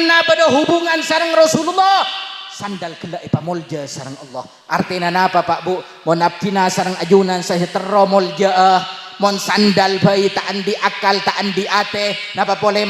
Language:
Madurese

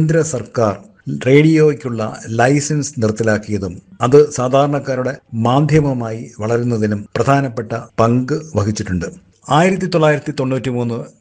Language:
Malayalam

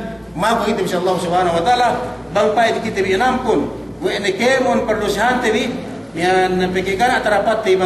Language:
Yakan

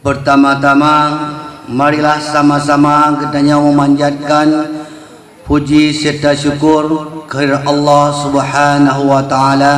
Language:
Achinese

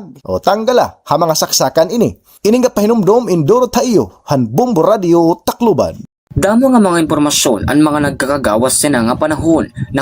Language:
Waray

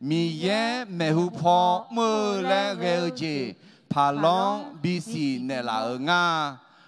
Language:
Akha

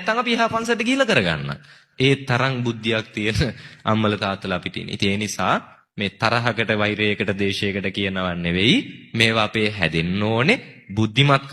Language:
Sinhala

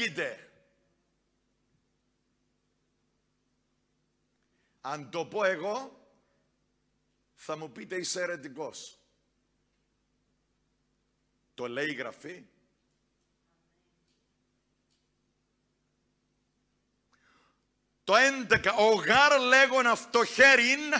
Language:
Greek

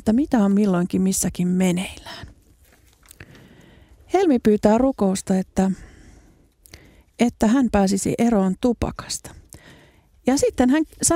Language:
Finnish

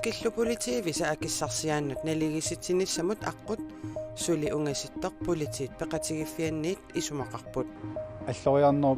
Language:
Kalaallisut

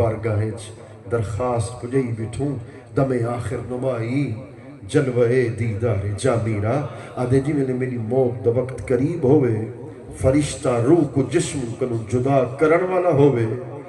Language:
Saraiki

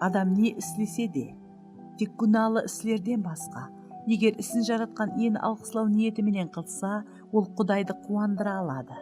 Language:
Kara-Kalpak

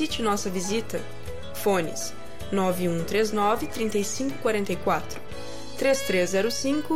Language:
Portuguese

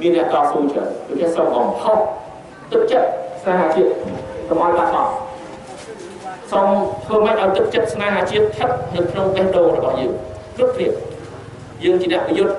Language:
Khmer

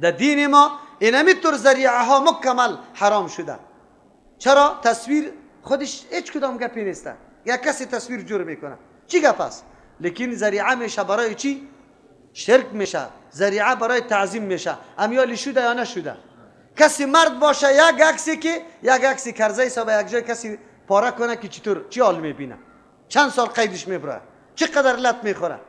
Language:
Persian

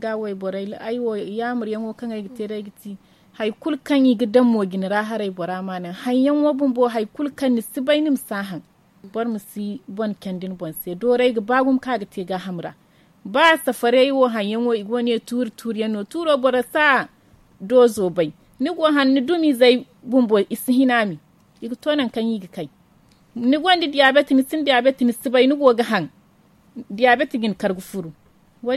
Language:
Zarma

